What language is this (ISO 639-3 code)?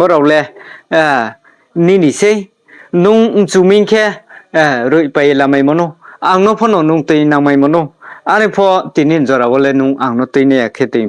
ria